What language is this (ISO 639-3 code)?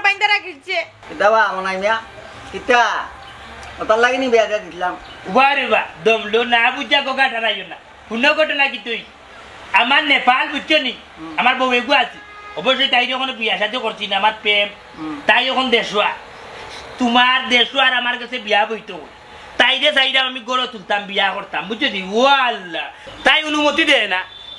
syl